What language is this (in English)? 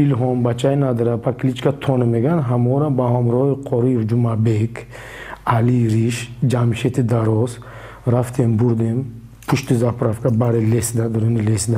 Tajik